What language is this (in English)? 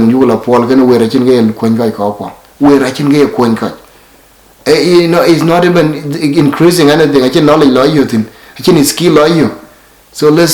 Dinka